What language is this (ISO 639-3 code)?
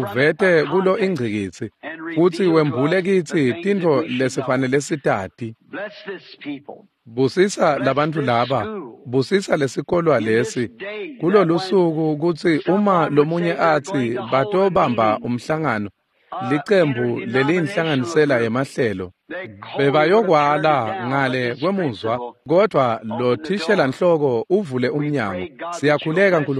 ssw